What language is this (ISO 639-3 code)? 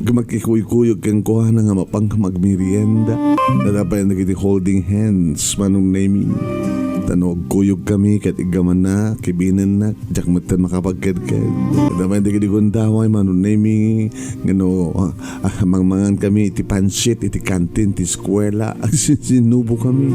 ilo